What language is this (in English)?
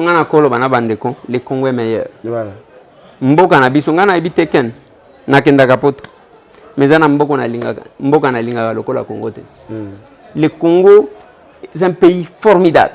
Lingala